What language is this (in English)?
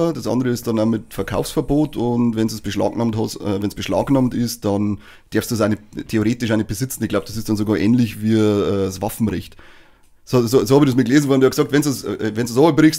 Bavarian